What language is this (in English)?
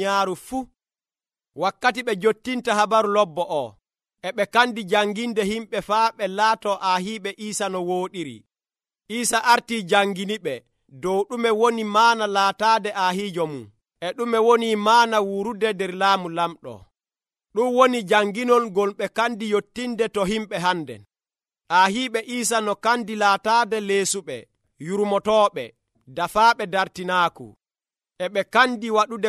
Nigerian Fulfulde